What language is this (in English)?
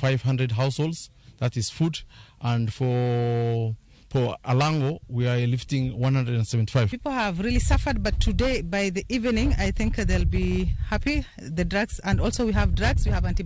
Luo (Kenya and Tanzania)